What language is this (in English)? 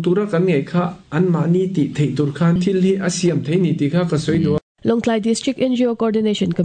Mizo